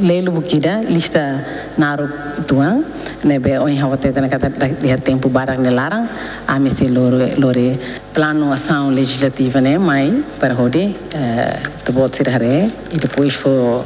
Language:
Tetum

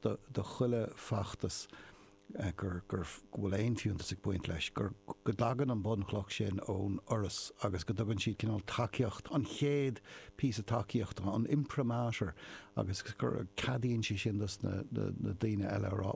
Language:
Irish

